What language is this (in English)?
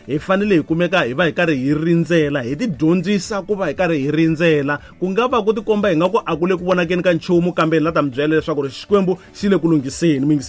Tsonga